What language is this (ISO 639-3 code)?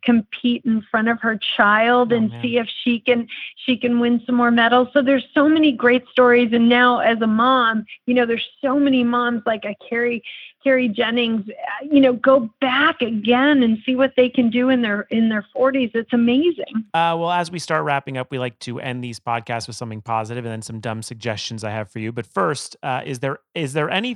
eng